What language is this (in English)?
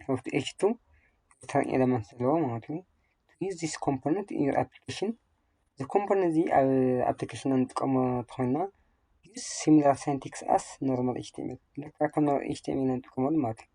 Tigrinya